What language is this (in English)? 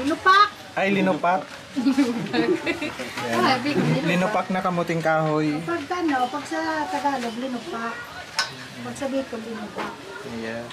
Bikol